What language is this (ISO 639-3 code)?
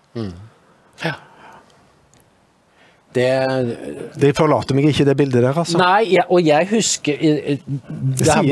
nor